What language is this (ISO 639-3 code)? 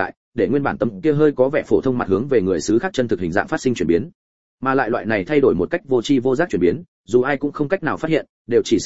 vie